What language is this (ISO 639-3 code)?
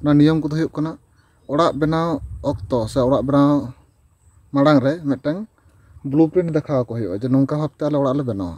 sat